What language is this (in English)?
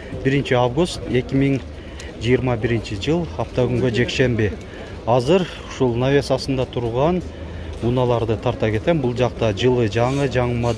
Kyrgyz